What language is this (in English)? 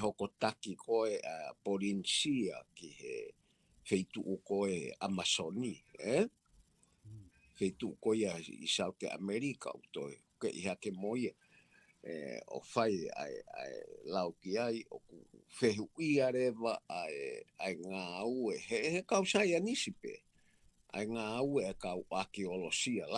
Tongan